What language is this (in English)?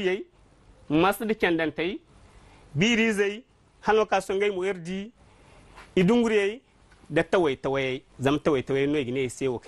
Zarma